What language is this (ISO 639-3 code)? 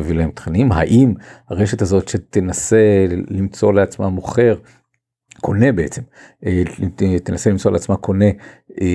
heb